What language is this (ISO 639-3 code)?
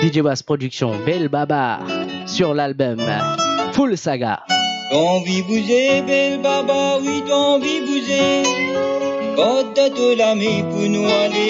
mfe